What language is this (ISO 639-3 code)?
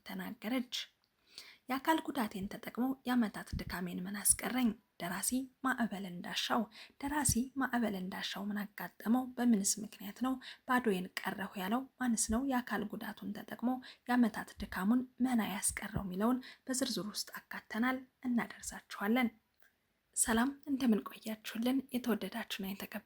amh